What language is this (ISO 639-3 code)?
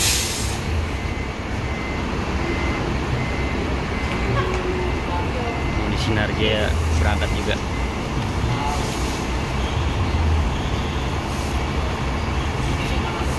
ind